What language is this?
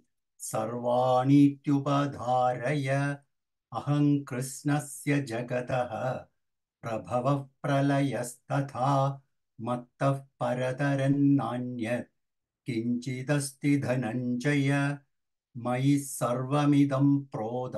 Sanskrit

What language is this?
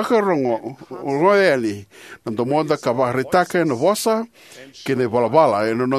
Fijian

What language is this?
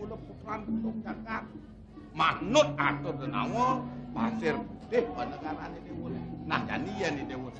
Balinese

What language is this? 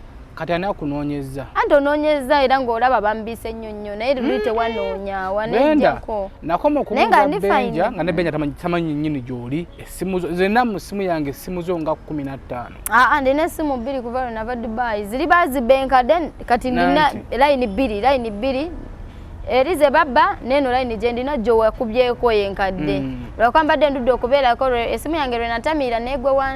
Ganda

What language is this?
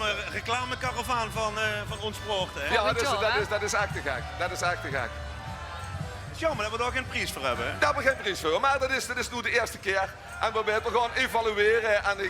Limburgish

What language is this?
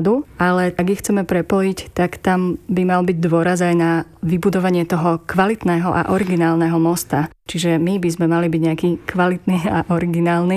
Slovak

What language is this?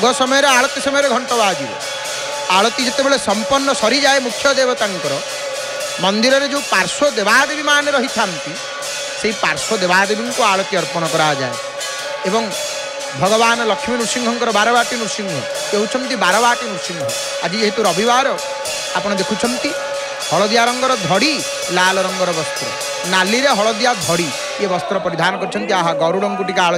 Odia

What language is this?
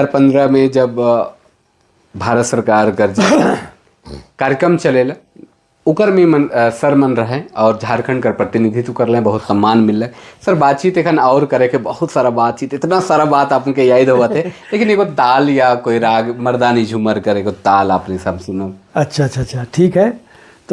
Sadri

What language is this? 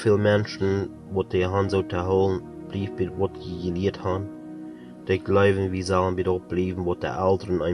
Plautdietsch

